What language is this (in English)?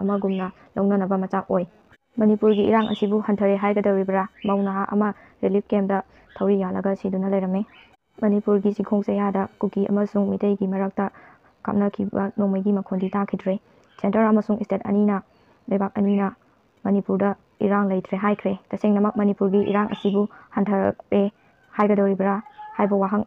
Manipuri